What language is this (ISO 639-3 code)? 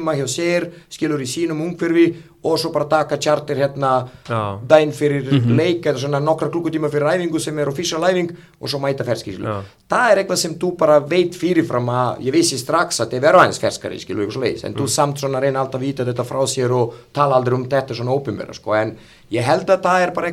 isl